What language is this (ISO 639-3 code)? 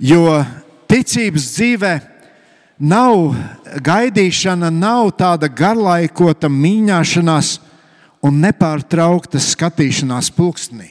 lav